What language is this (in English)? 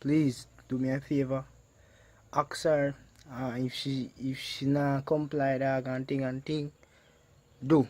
Jamaican Creole English